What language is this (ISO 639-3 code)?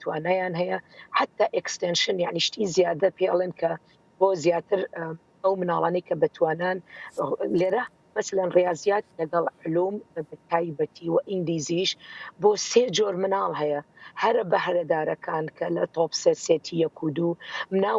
ckb